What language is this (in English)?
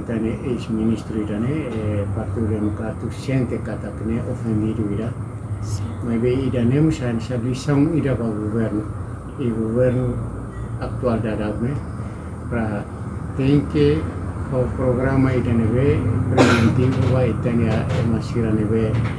Tetum